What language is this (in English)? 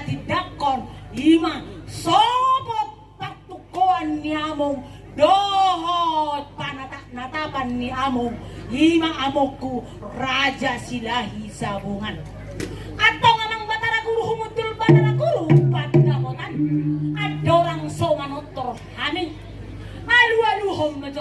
Batak Toba